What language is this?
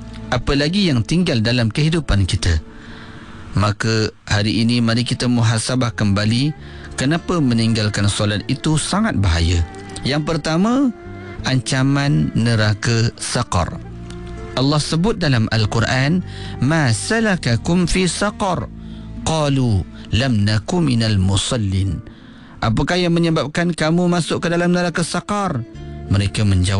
Malay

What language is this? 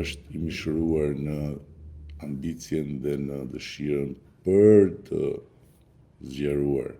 Albanian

